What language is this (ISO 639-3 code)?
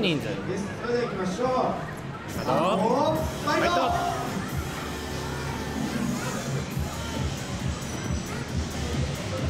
jpn